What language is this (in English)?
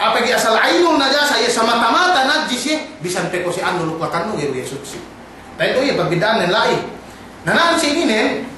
Yakan